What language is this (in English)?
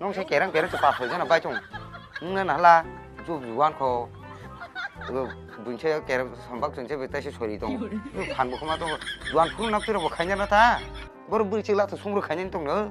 Kok Borok